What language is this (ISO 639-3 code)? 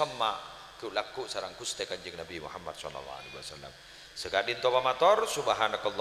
mad